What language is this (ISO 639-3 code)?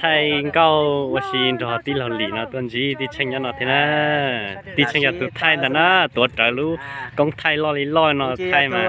hmn